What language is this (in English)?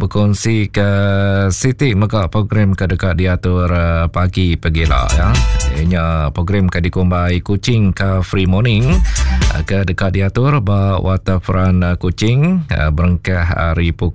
Iban